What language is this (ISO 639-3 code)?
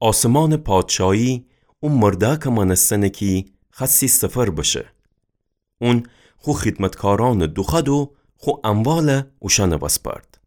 glk